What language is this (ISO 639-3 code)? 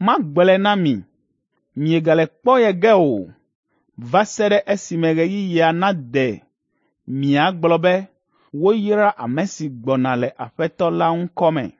ewe